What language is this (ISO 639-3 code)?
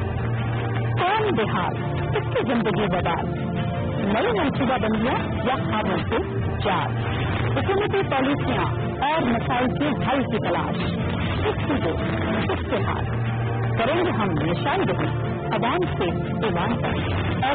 urd